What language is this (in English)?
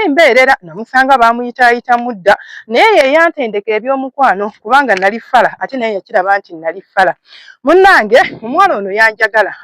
Ganda